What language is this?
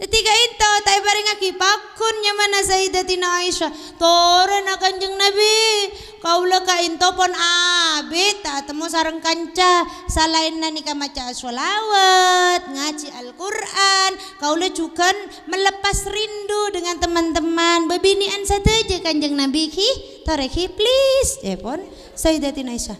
Madurese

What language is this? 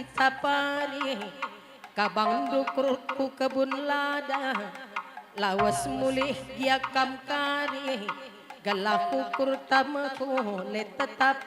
Batak Karo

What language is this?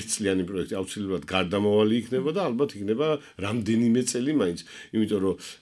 Georgian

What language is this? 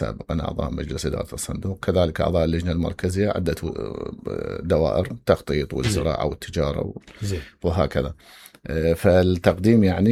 Mesopotamian Arabic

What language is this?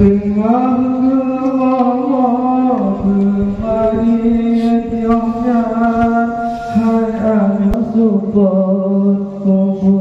Achinese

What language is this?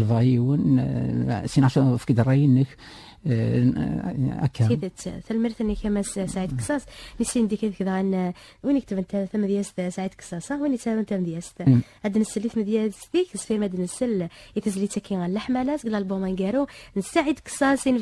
Kabyle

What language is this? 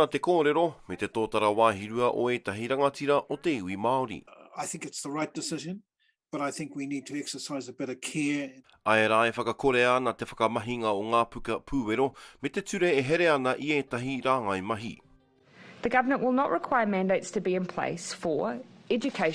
Māori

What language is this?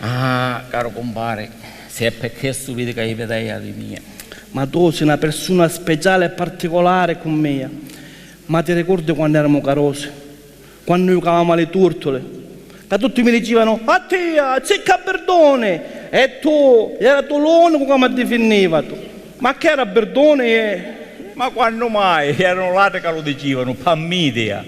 Sicilian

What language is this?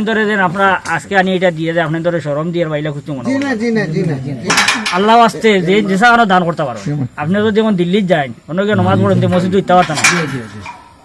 Sylheti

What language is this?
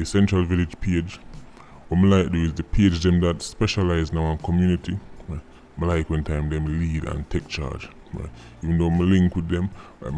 Jamaican Creole English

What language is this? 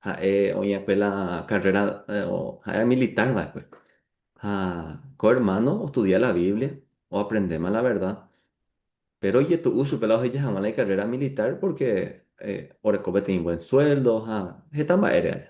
Guarani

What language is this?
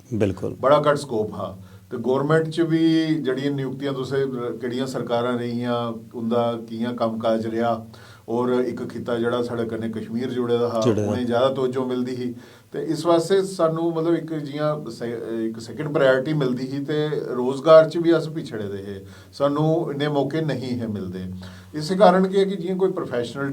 Dogri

